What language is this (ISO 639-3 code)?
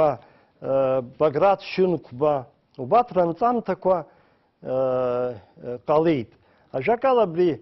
abk